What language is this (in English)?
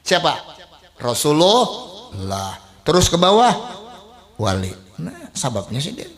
Banjar